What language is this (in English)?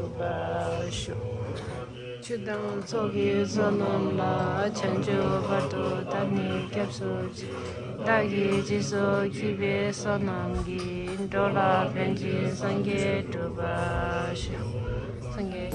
Tibetan